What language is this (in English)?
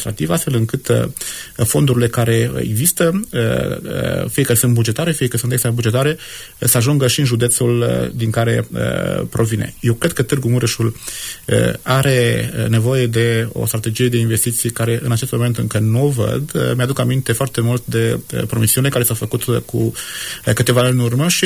Romanian